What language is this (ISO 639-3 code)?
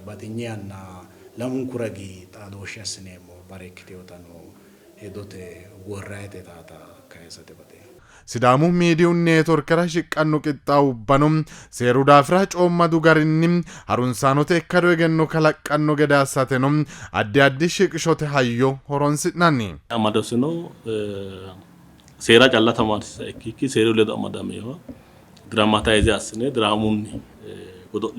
sid